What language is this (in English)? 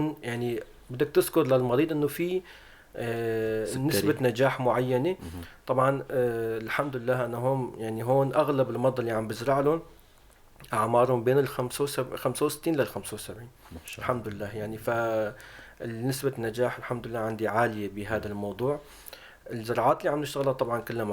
North Levantine Arabic